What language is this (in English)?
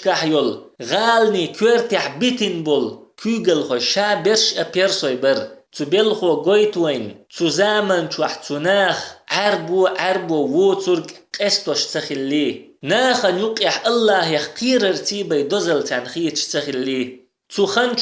Chechen